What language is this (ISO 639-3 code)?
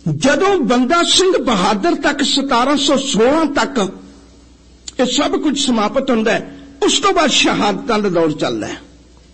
pan